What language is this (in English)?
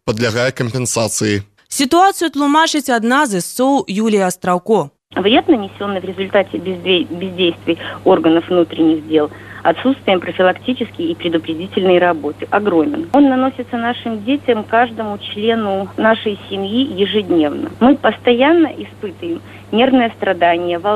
Belarusian